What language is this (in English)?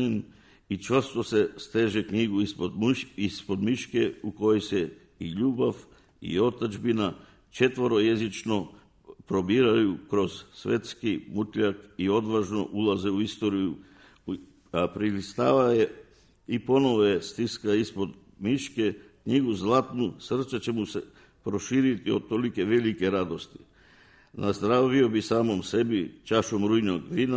Serbian